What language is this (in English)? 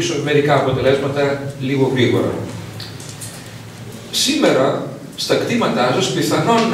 Greek